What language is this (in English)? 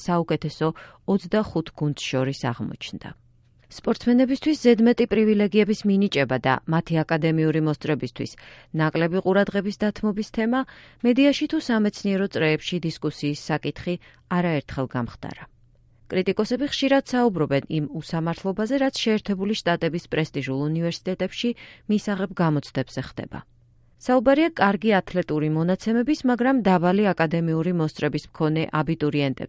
Georgian